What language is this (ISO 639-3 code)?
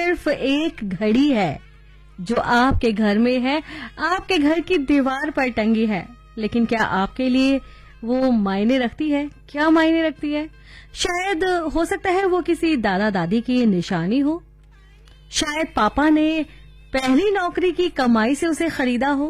hin